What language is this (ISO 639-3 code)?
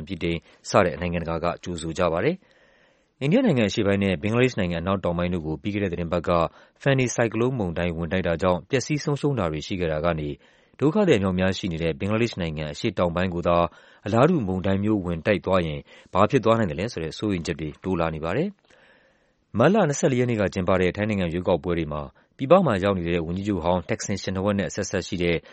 mya